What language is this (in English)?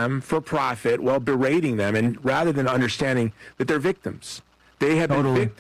English